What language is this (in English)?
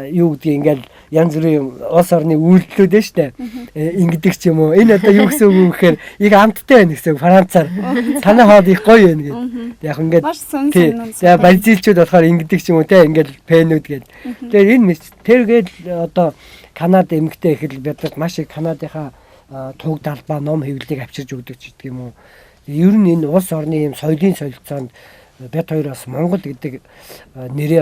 Mongolian